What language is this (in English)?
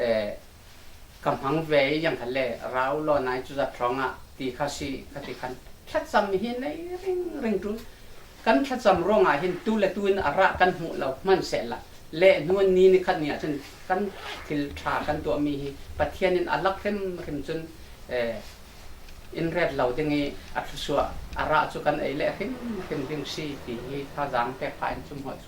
Falam Chin